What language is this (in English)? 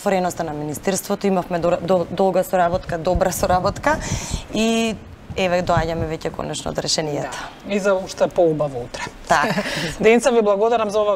Macedonian